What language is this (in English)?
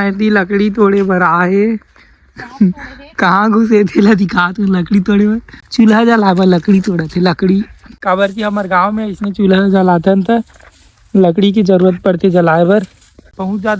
Chhattisgarhi